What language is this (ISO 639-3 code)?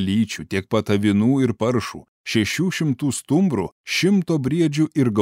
lit